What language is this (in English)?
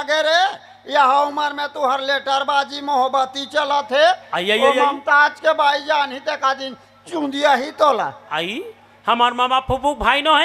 Chhattisgarhi